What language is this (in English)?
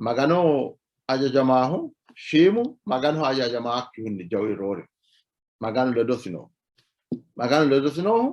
Sidamo